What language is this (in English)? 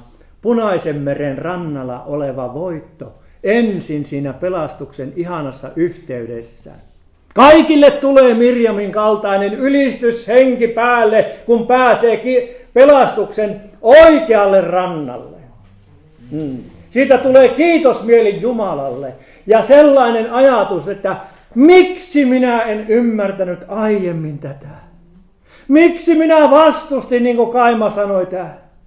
Finnish